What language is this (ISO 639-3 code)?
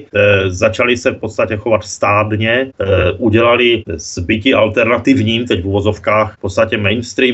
ces